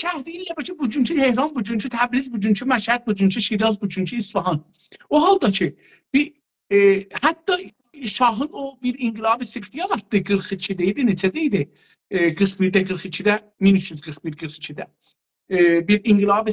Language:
South Azerbaijani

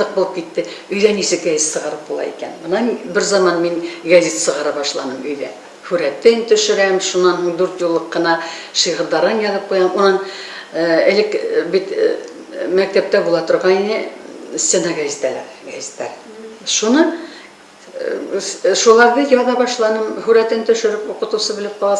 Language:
Bashkir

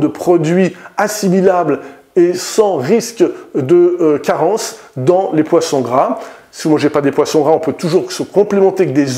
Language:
French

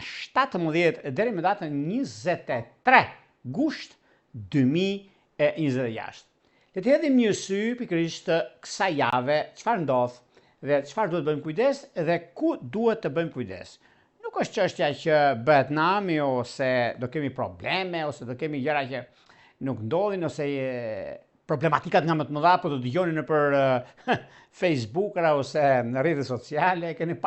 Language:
Albanian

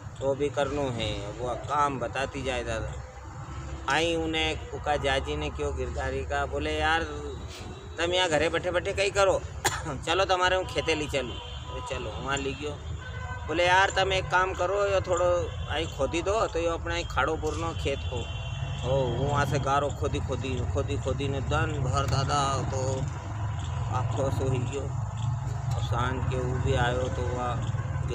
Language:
Rajasthani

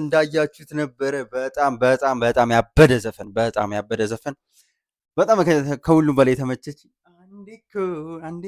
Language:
Amharic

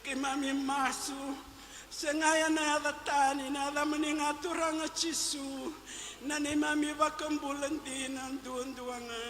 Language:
Fijian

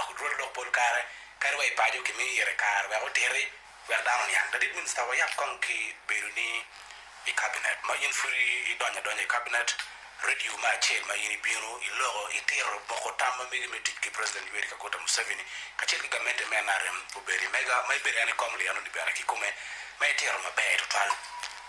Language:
Acoli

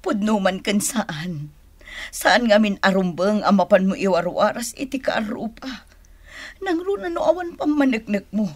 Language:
Iloko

